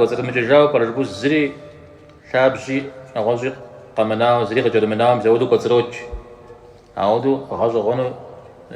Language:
Kabardian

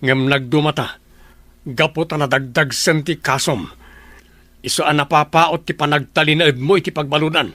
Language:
Iloko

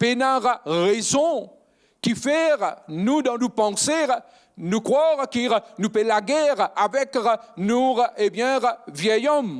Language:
Morisyen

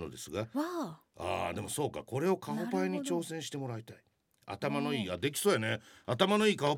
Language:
Japanese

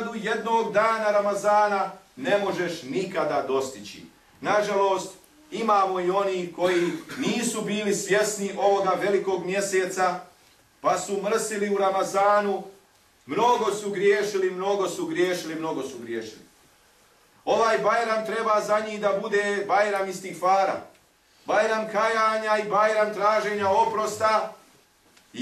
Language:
Bosnian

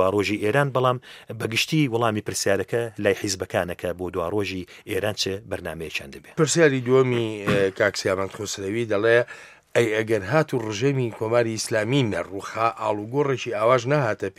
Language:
Central Kurdish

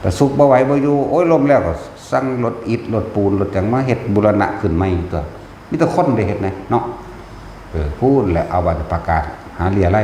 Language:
Northeastern Thai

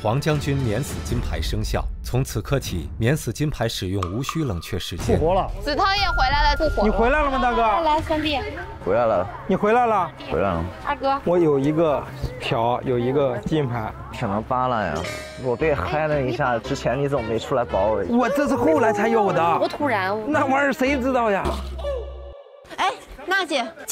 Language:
Chinese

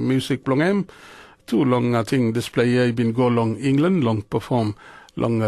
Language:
Tok Pisin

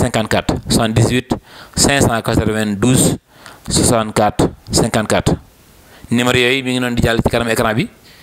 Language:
Wolof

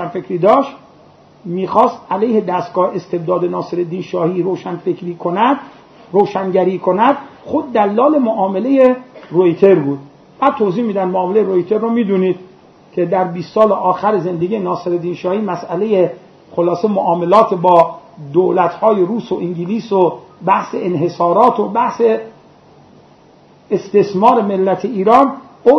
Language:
Persian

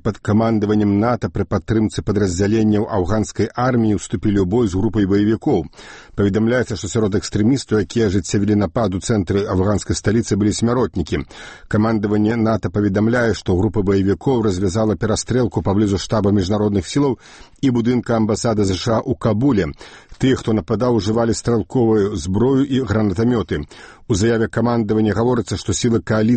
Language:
Belarusian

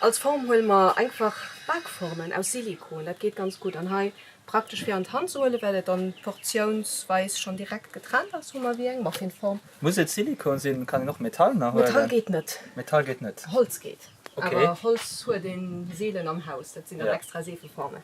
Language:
Luxembourgish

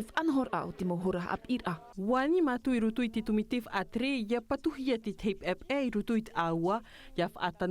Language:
Tahitian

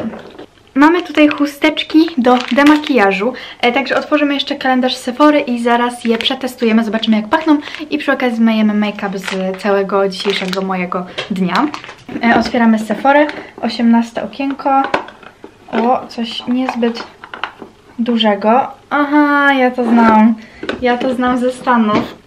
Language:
Polish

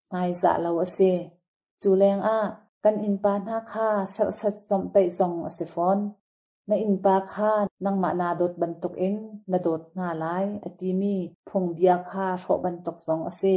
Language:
Hakha Chin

